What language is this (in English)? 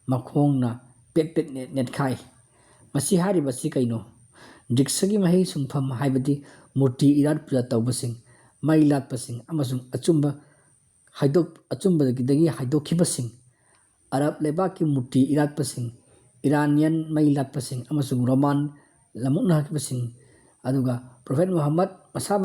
Manipuri